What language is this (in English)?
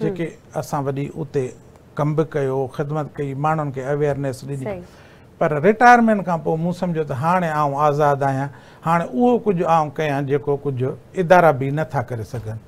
Sindhi